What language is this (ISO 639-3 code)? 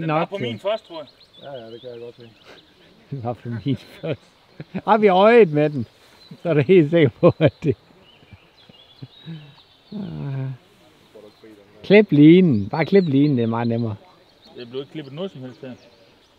dan